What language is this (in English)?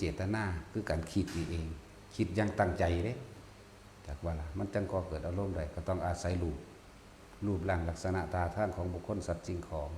Northeastern Thai